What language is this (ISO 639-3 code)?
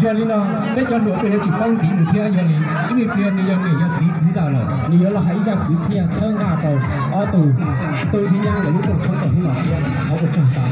hmn